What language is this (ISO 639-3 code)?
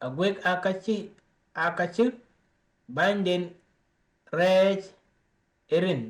din